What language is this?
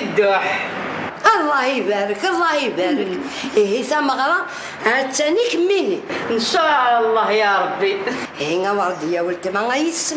Kabyle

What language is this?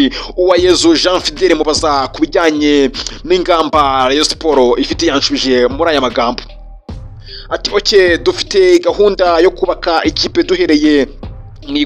Kinyarwanda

